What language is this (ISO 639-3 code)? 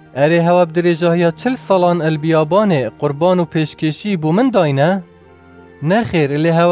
kur